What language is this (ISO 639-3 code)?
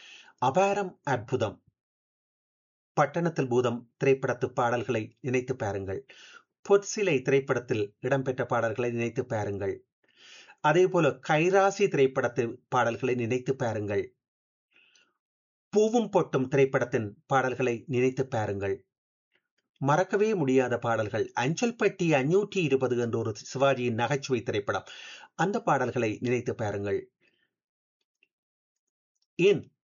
tam